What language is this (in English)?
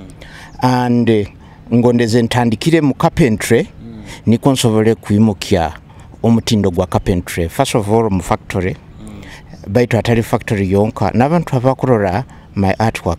Nyoro